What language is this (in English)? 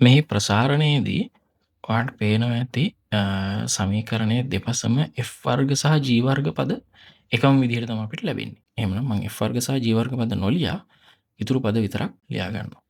Sinhala